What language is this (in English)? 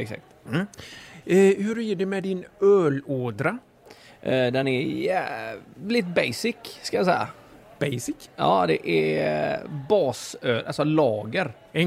Swedish